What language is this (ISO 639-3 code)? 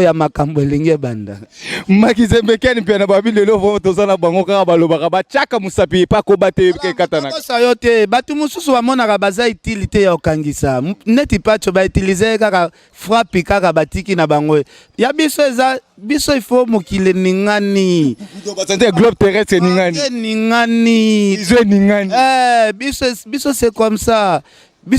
lin